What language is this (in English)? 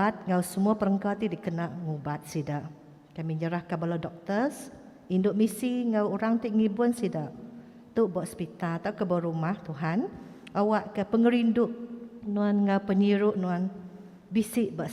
Iban